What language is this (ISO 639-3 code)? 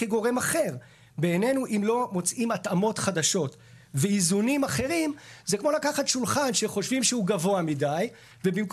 heb